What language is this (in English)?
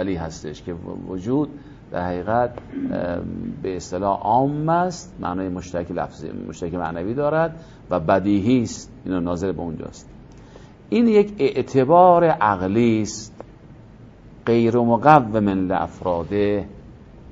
Persian